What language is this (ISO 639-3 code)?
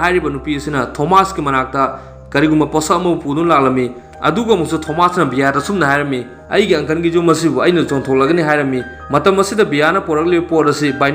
mni